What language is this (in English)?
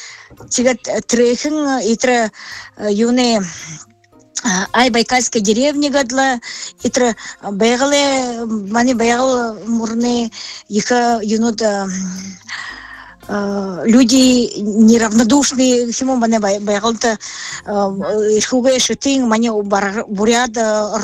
Buriat